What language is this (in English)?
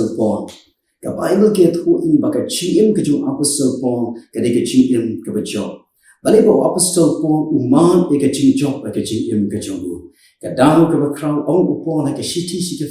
Khasi